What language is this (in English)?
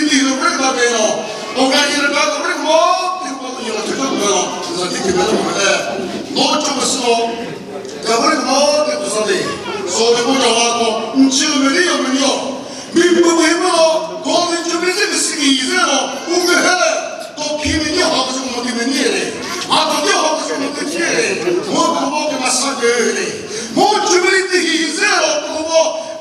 Chokri Naga